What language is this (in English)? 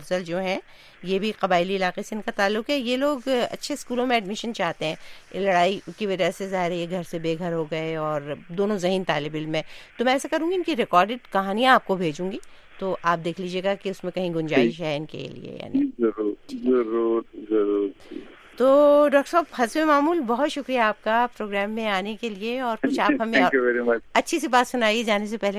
Urdu